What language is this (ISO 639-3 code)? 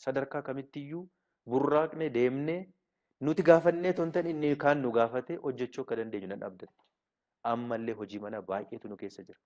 orm